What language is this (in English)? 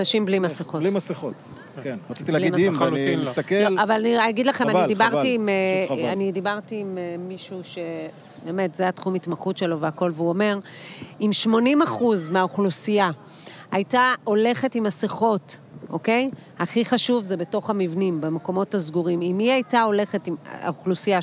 Hebrew